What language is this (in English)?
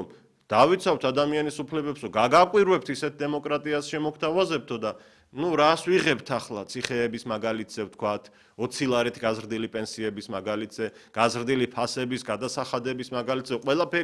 Georgian